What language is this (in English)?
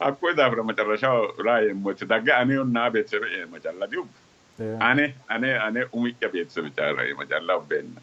Sidamo